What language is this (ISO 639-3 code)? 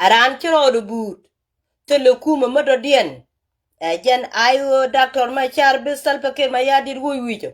nus